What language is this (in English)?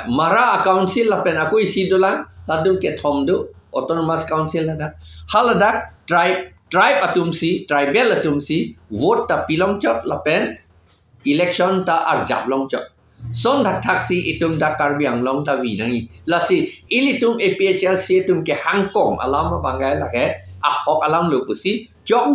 Karbi